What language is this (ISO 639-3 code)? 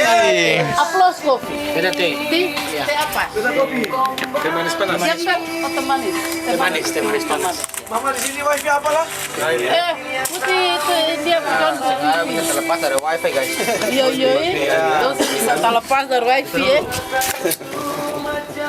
abs